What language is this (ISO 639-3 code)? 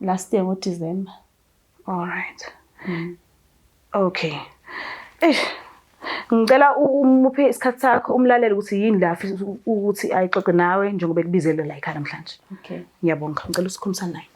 zul